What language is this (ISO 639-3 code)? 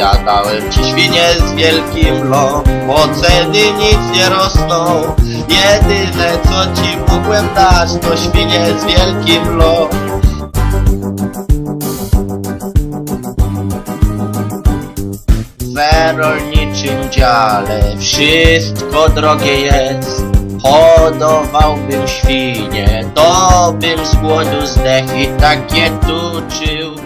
pol